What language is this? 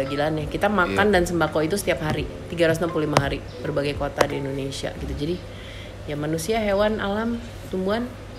Indonesian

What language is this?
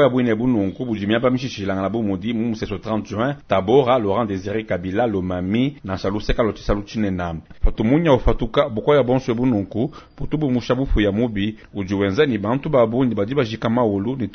Luba-Lulua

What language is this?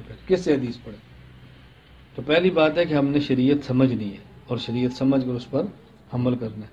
Urdu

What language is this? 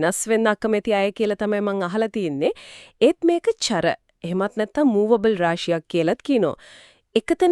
Sinhala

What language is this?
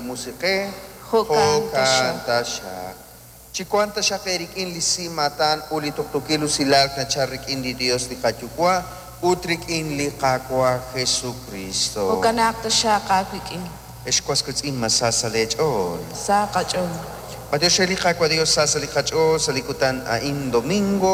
Kekchí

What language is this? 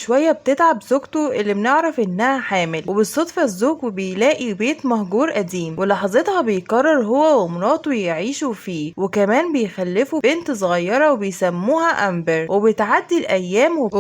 Egyptian Arabic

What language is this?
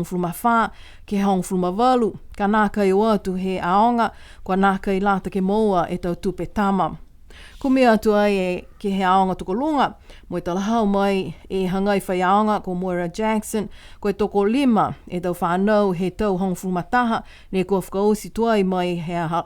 Niuean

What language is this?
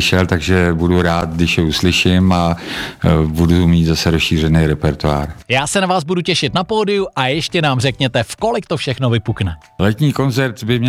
Czech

